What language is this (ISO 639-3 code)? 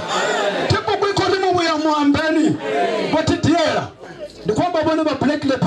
ven